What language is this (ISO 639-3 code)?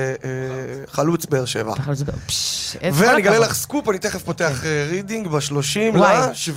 heb